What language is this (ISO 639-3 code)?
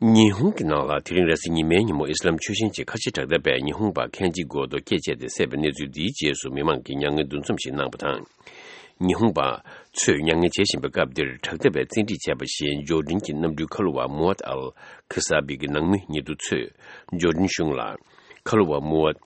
bod